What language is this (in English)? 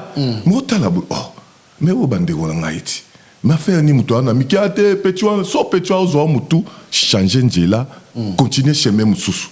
Lingala